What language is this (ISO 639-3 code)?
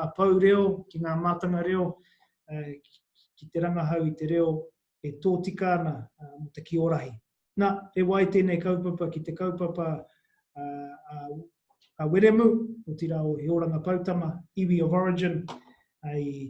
mri